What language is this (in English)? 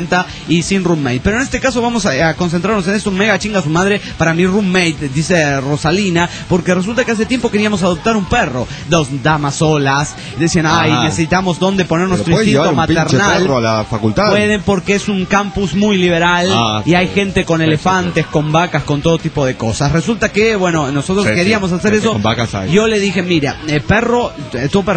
Spanish